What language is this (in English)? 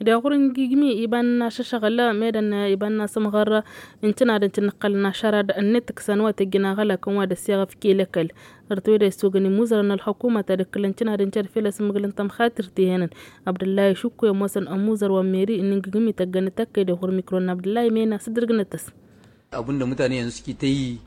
Tamasheq